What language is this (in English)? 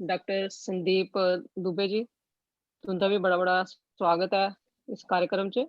Dogri